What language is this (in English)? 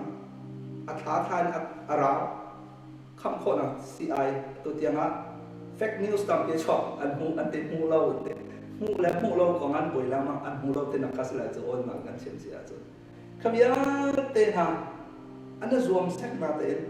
Hakha Chin